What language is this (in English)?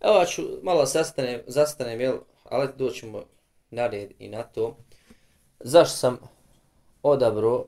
Bosnian